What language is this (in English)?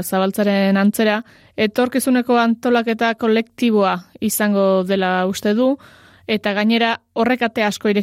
Basque